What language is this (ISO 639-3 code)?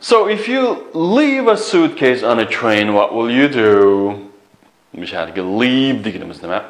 uig